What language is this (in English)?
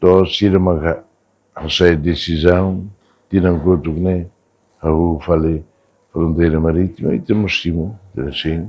Tetum